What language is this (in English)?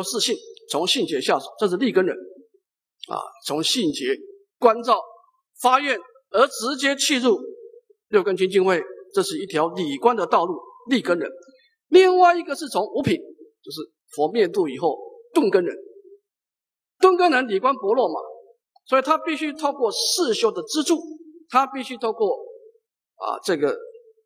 Chinese